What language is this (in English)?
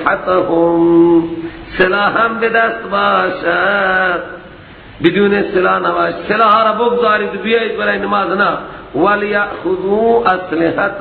Persian